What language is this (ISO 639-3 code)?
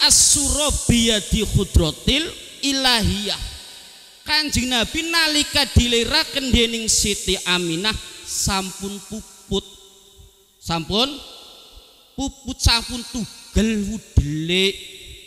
jav